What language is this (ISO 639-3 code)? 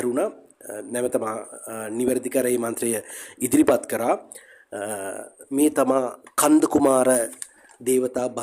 sin